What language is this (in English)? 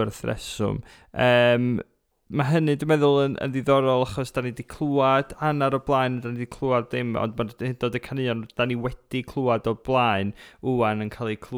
Welsh